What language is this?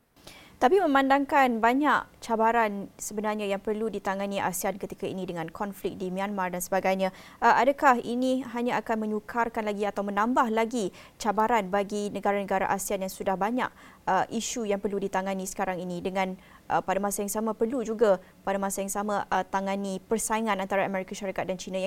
Malay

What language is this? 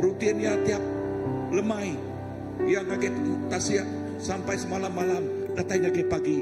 Iban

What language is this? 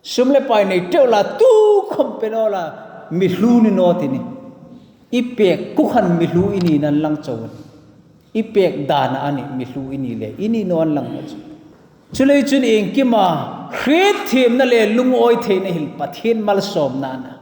Hmar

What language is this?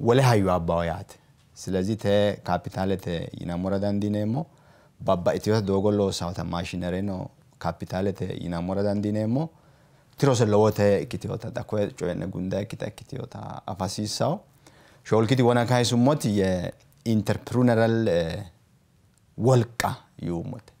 Sidamo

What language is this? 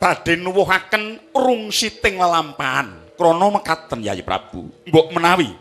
Javanese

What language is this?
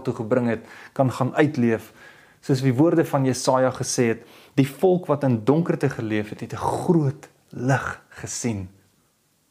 Afrikaans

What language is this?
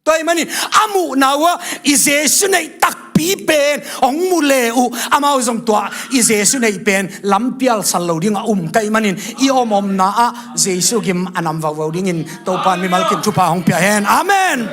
Tedim Chin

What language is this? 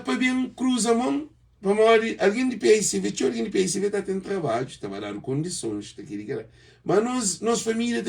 Kabuverdianu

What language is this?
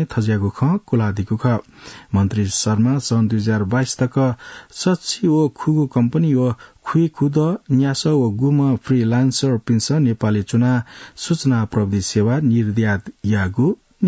Newari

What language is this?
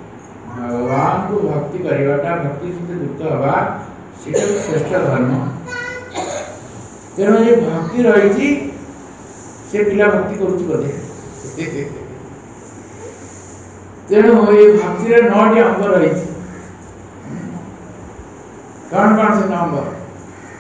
Odia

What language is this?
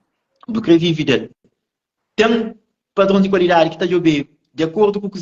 Kabuverdianu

